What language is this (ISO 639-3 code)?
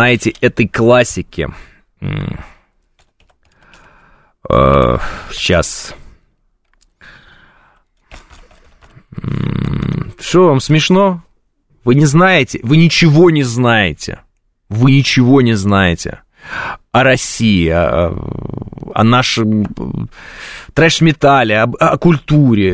rus